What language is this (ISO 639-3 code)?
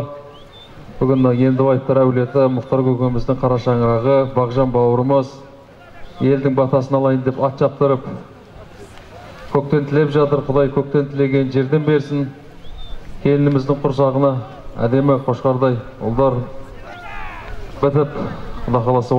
kaz